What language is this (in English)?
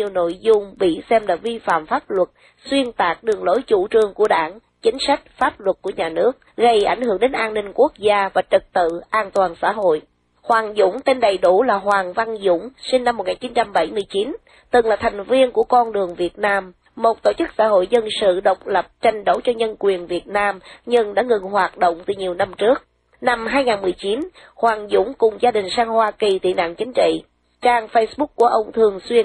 Vietnamese